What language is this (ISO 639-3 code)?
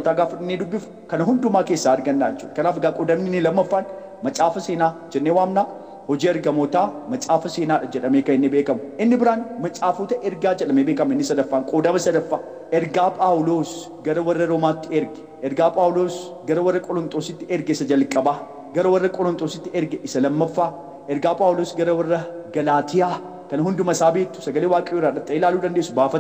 orm